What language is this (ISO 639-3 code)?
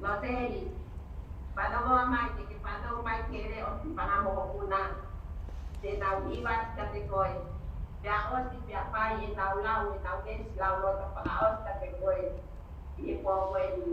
ton